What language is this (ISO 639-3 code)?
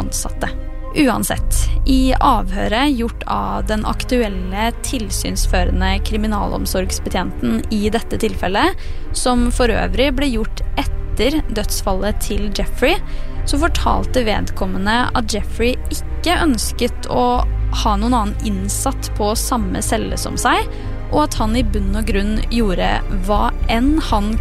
nor